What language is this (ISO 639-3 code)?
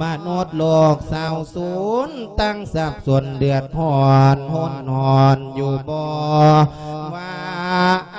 lao